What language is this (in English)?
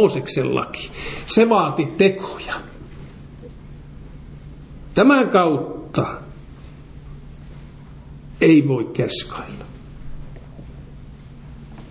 Finnish